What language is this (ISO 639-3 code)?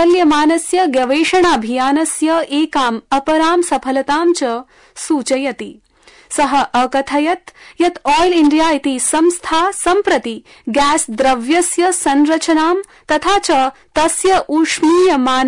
san